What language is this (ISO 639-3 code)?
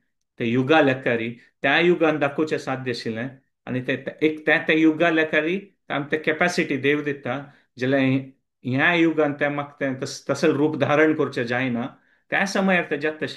kok